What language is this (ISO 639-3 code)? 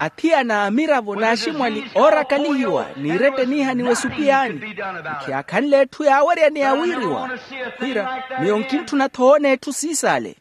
vmw